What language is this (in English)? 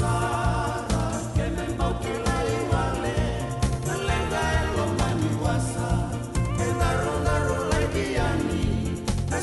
Fijian